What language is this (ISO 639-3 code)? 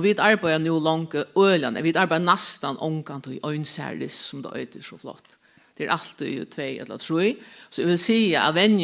fao